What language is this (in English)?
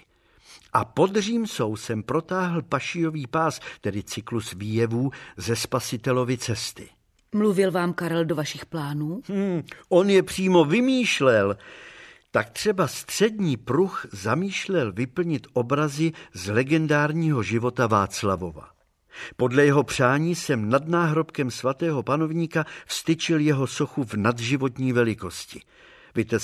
Czech